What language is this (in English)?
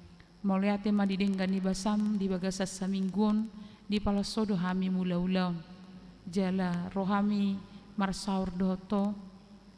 Batak Toba